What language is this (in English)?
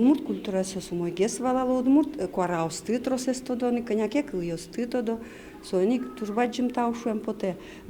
Udmurt